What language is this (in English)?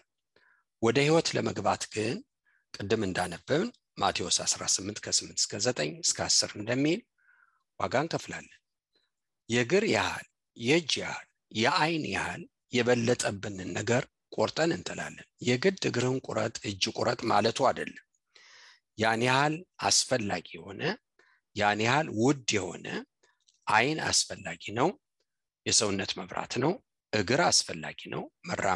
Amharic